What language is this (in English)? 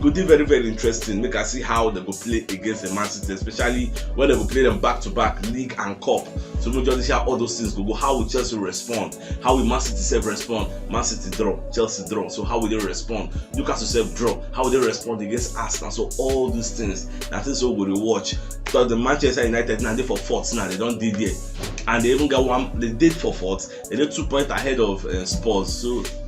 Nigerian Pidgin